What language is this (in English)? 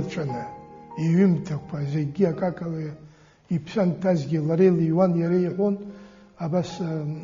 Abkhazian